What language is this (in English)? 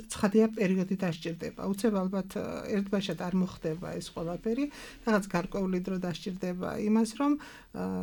Georgian